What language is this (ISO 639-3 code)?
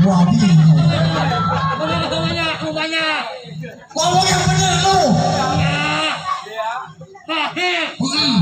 bew